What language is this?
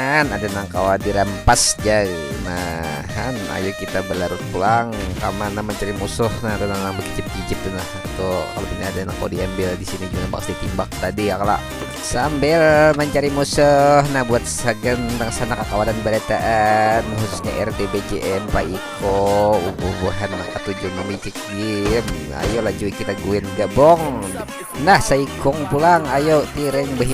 Banjar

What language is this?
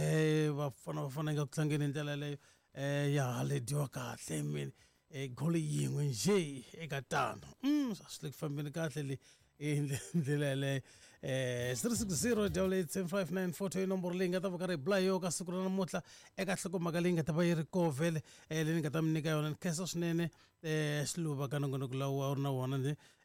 Tsonga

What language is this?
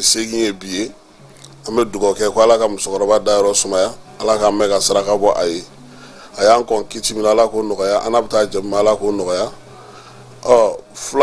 Bambara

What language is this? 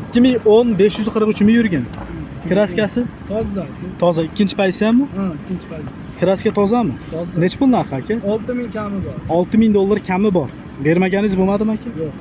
Uzbek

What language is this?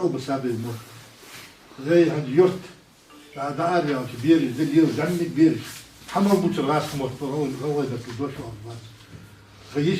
Ingush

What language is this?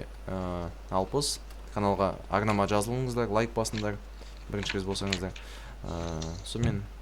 Kazakh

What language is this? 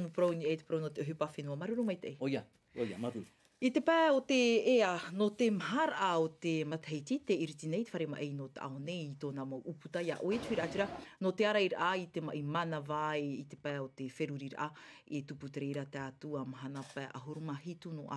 Tahitian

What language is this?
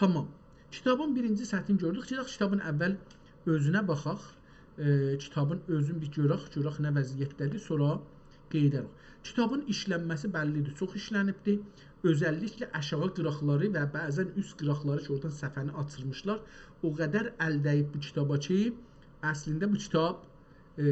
South Azerbaijani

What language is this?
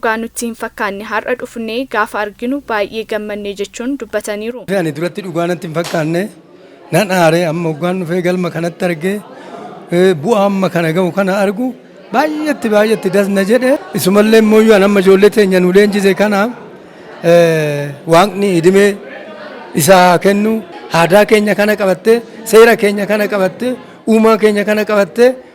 Oromo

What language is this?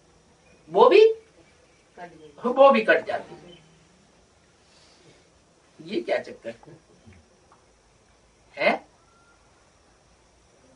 Hindi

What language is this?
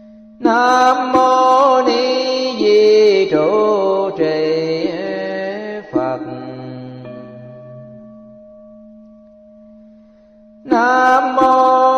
Vietnamese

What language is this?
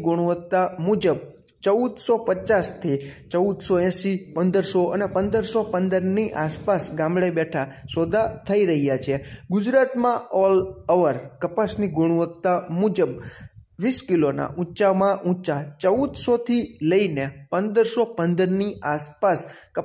Gujarati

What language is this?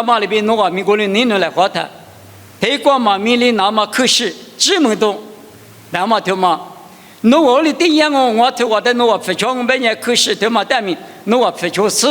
Lisu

